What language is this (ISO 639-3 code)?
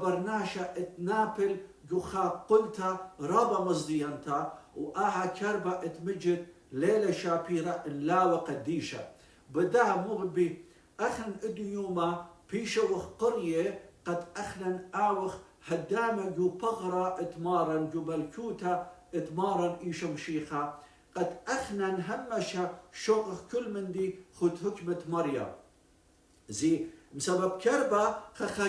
aii